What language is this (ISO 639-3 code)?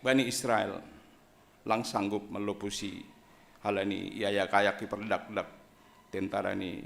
bts